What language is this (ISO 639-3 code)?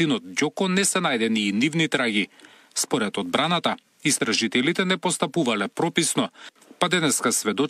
mkd